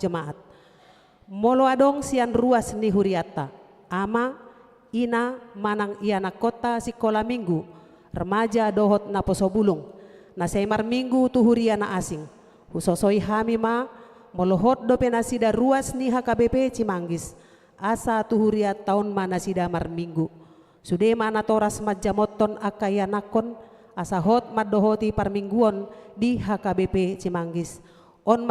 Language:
Batak Toba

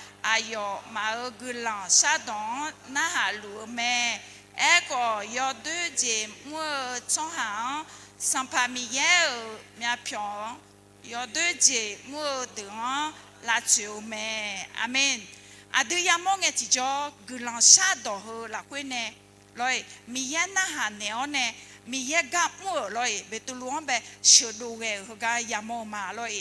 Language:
Akha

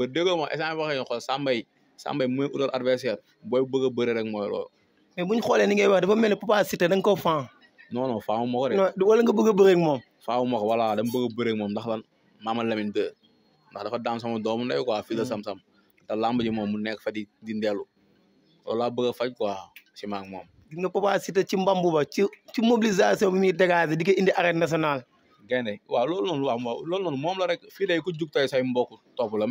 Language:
Wolof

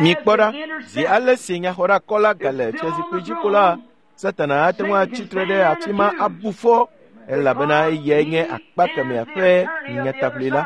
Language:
Ewe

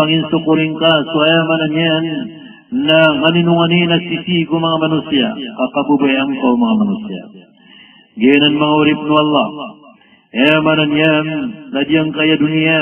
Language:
Maranao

